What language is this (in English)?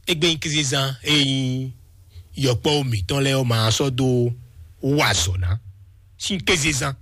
Fon